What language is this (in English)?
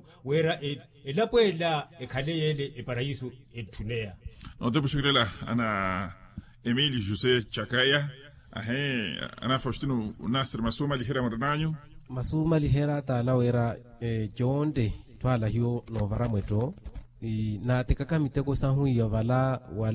Makhuwa